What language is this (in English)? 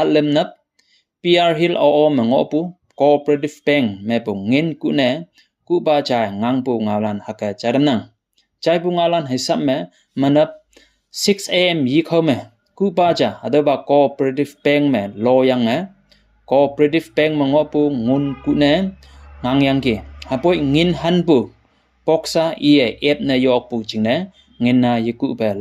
Konyak Naga